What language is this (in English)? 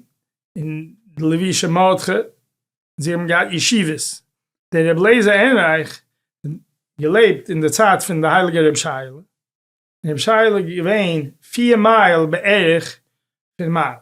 Yiddish